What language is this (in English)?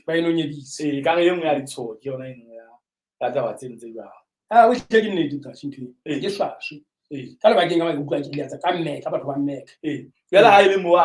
Southern Sotho